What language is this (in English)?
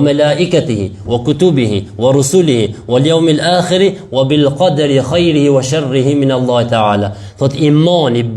Albanian